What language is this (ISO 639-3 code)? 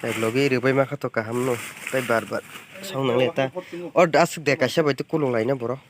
trp